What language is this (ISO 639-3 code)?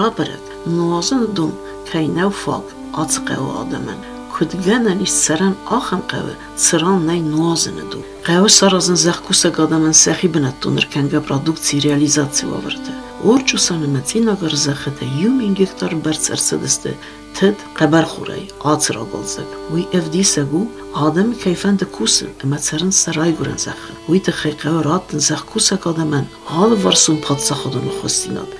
oss